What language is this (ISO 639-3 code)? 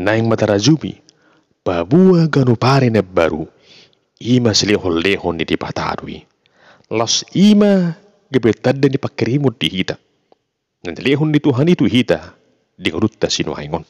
bbc